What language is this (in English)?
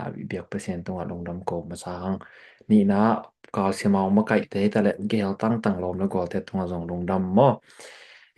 Tedim Chin